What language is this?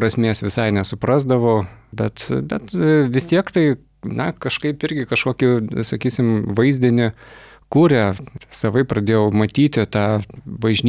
Lithuanian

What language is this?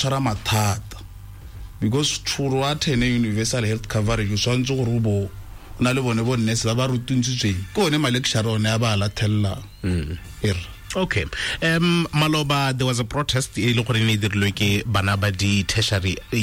Tswana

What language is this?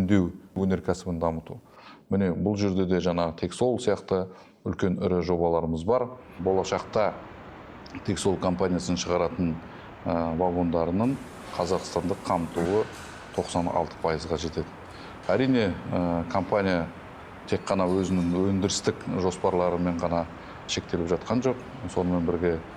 Kazakh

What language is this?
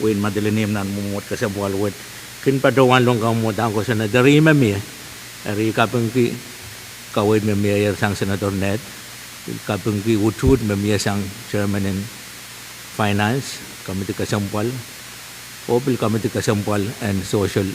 Pohnpeian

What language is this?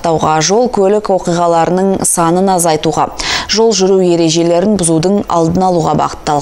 Kazakh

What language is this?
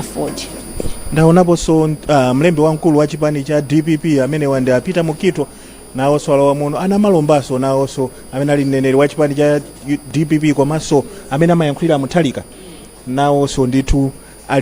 Nyanja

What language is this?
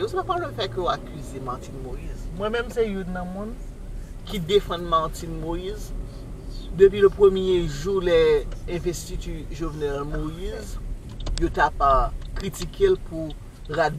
Haitian Creole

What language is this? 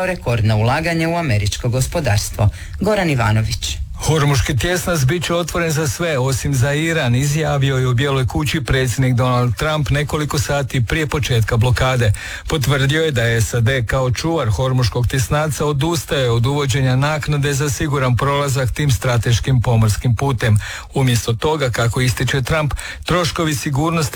Croatian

